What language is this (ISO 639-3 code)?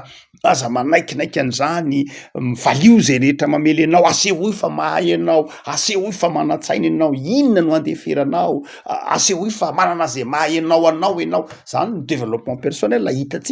mlg